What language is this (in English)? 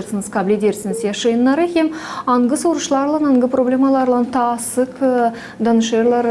Gagauz